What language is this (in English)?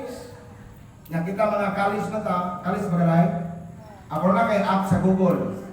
Cebuano